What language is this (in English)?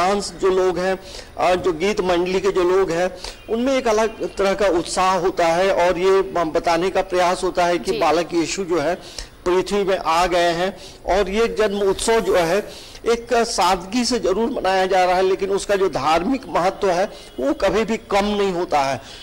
Hindi